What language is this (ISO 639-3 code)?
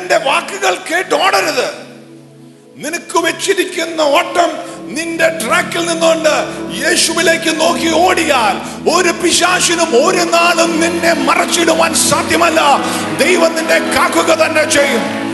mal